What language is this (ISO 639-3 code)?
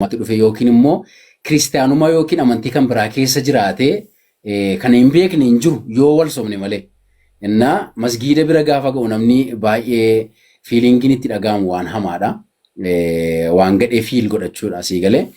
orm